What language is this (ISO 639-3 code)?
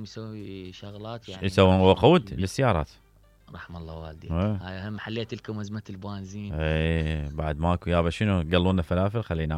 acm